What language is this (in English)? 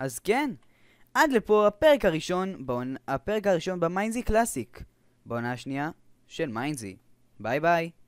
Hebrew